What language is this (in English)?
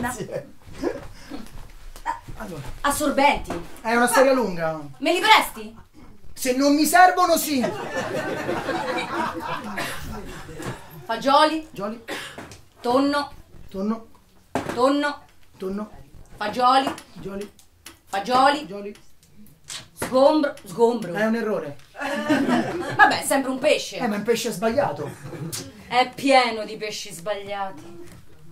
Italian